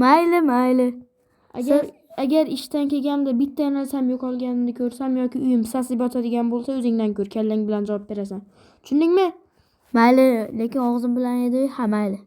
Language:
Uzbek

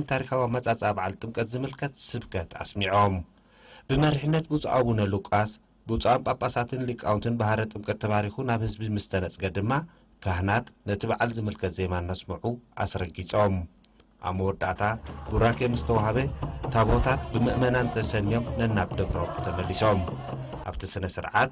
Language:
Tigrinya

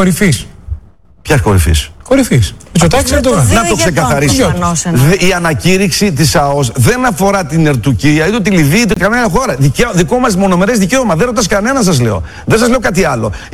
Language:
Greek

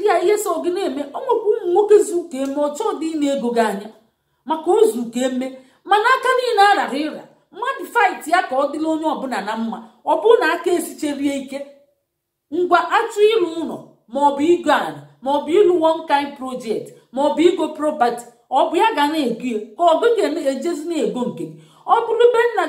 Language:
Igbo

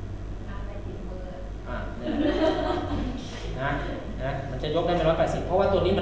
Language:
Thai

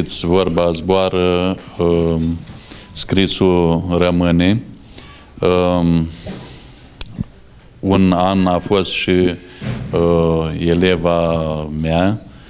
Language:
Romanian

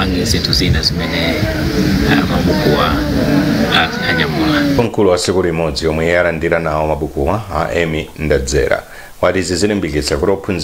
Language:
Nyanja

